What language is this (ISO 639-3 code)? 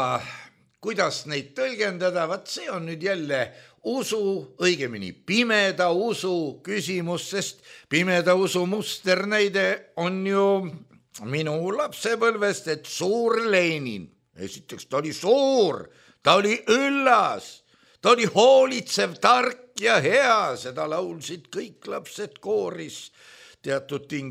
est